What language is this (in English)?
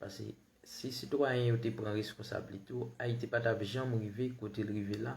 Haitian Creole